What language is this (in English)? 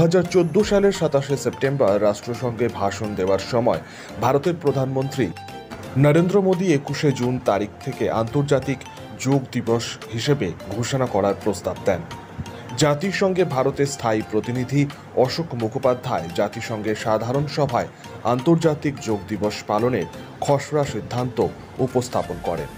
Bangla